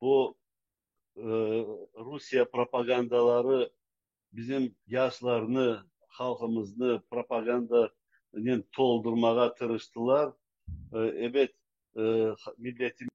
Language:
Crimean Tatar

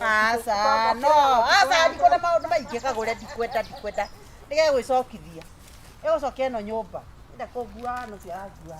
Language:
Kikuyu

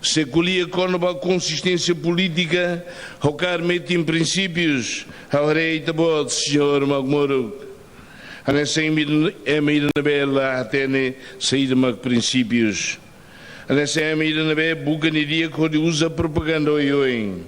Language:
Tetum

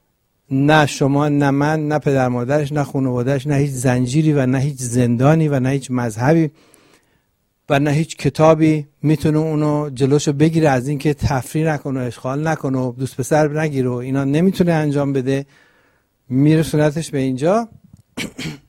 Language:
Persian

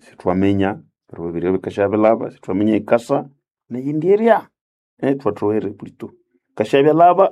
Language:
Nande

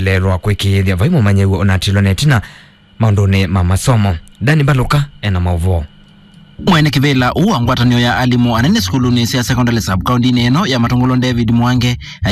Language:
Kamba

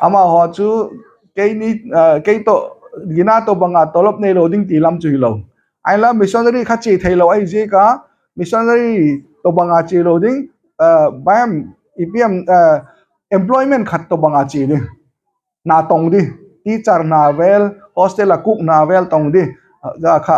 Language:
Hmar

